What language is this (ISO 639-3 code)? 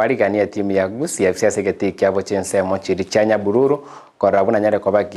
guz